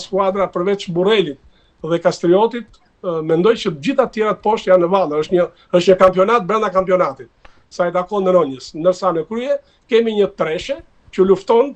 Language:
Albanian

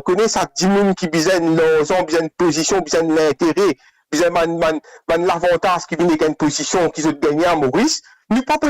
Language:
Morisyen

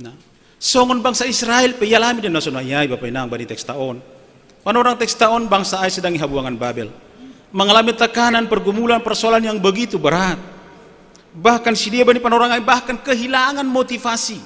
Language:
Batak Simalungun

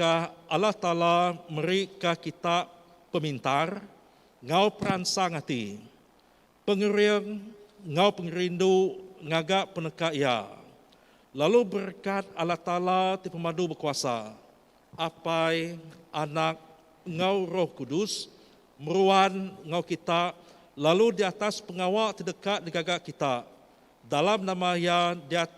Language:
Iban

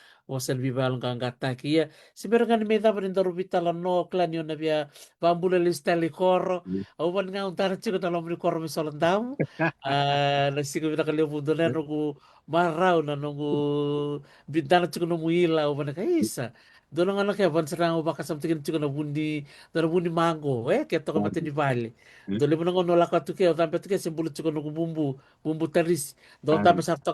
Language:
Fijian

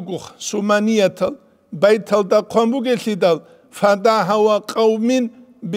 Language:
Avaric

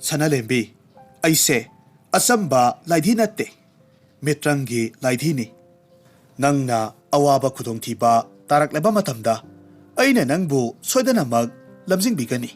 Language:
Manipuri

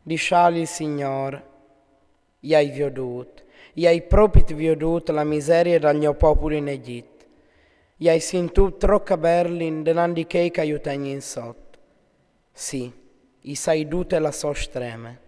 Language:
Friulian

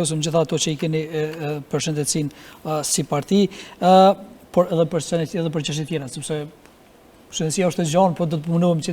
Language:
Albanian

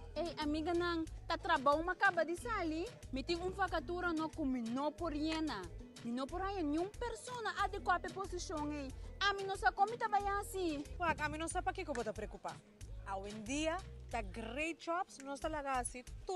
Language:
Papiamento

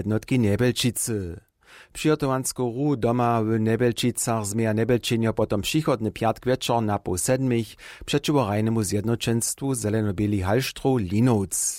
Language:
Upper Sorbian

